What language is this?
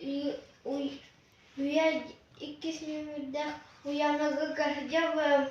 Yakut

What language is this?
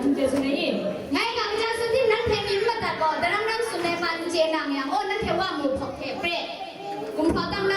Kachin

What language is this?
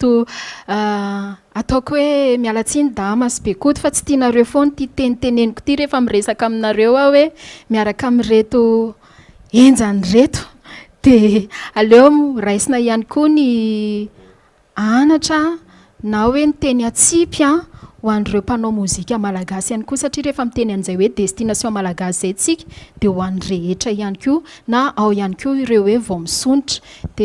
Malagasy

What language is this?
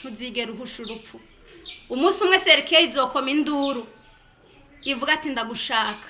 Rundi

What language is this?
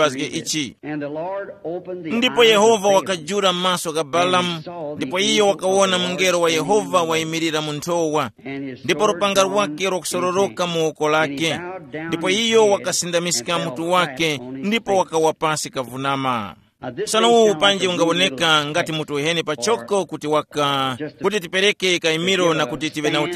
Tumbuka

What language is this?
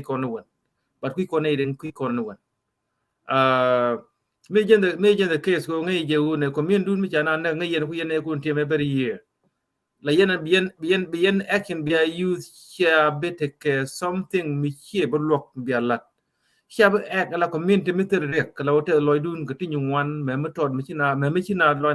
Nuer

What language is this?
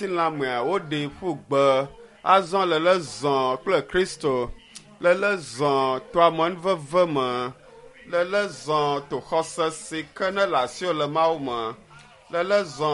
Ewe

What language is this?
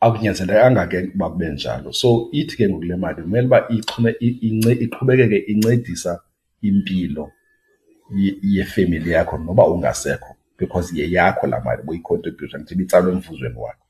Xhosa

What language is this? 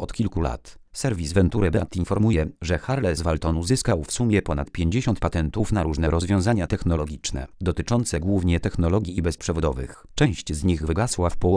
Polish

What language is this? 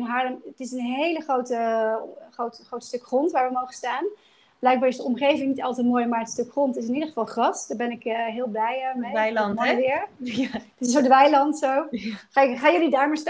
Dutch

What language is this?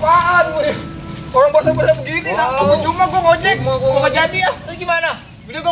Betawi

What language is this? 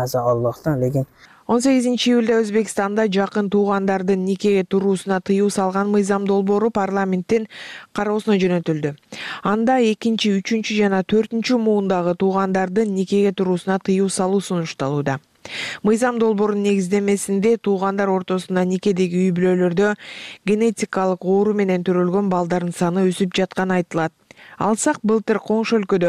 Kyrgyz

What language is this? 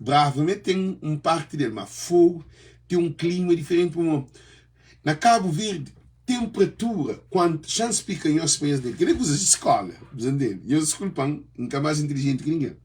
Kabuverdianu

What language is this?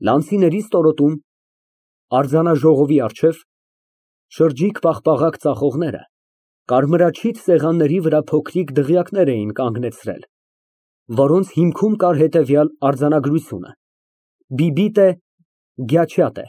Armenian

